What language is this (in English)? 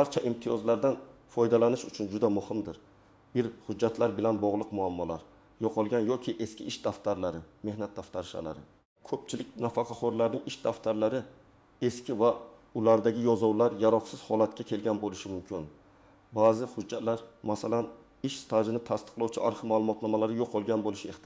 Uzbek